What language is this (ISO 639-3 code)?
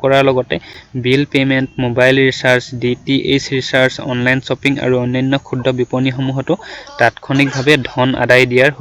asm